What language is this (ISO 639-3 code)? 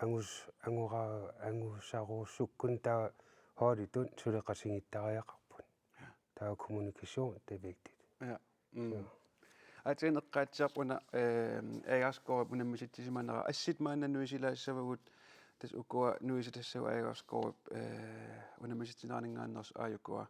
kal